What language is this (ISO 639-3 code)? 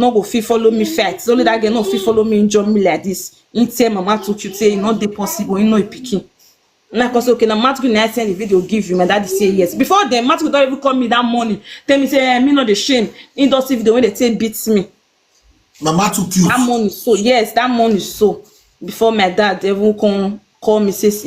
pcm